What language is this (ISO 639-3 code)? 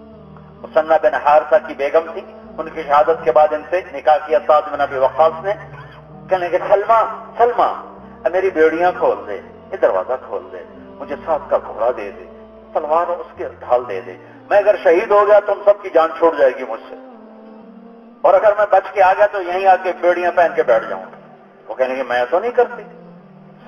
urd